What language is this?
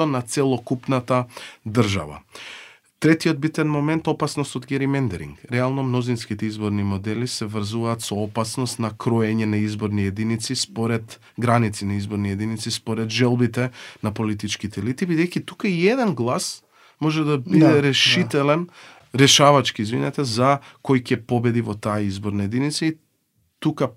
Macedonian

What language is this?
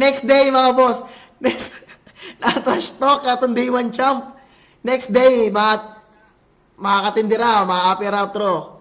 Waray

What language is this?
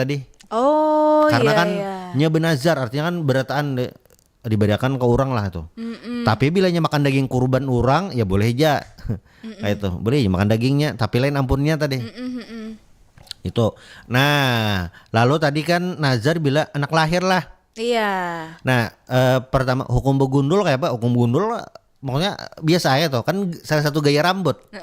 Banjar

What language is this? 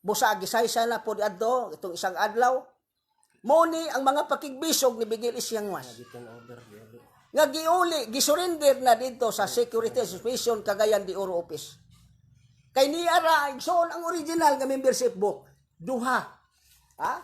Cebuano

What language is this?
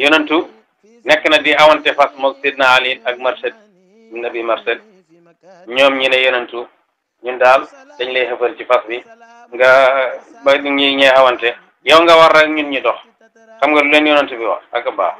Wolof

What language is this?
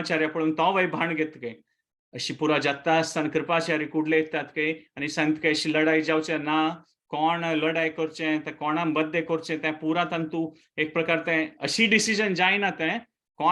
Konkani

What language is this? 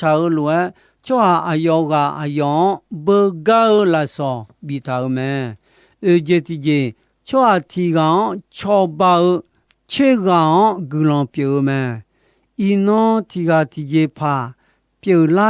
Akha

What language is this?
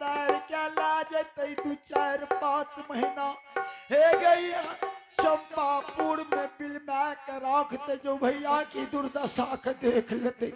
Angika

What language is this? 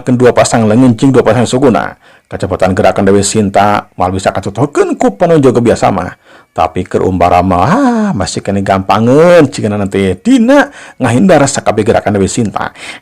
Sundanese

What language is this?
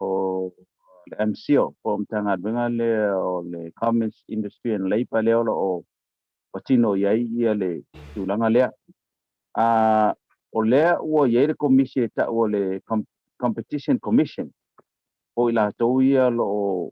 Samoan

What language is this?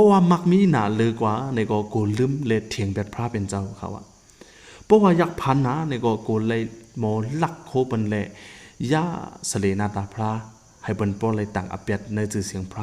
Shan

